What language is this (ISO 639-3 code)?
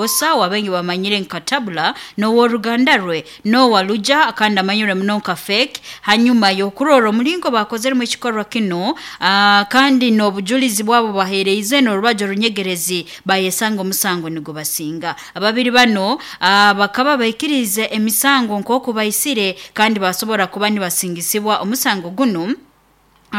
nyo